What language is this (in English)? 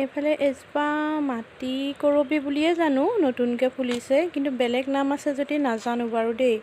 Assamese